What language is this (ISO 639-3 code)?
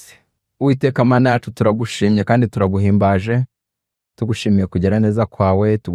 kin